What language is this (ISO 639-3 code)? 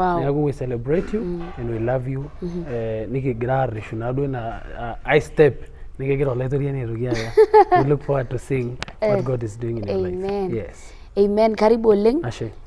mas